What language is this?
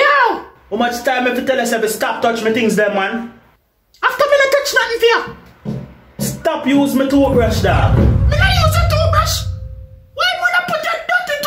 Jamaican Creole English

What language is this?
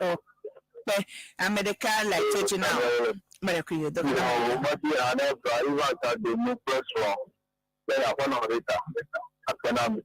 Ewe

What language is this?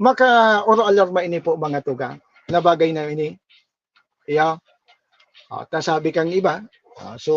Bikol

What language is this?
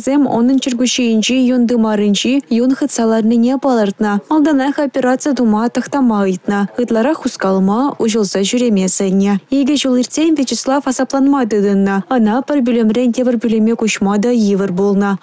Chuvash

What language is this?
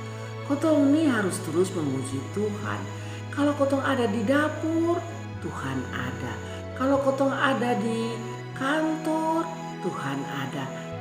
Kupang Malay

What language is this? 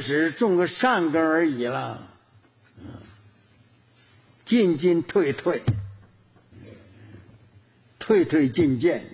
Chinese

